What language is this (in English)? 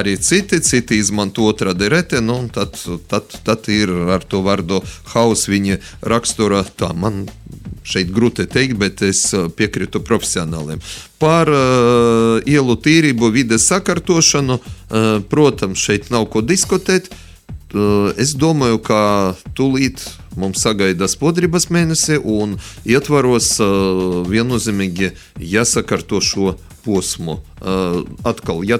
Latvian